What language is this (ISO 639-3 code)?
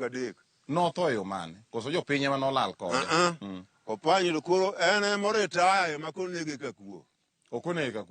luo